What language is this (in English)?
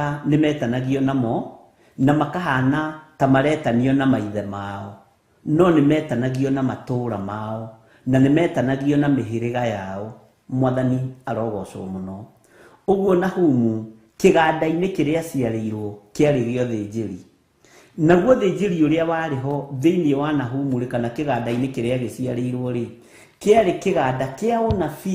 Kikuyu